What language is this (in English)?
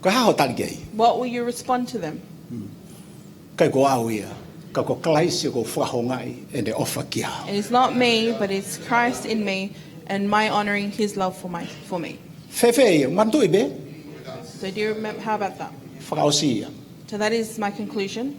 Tongan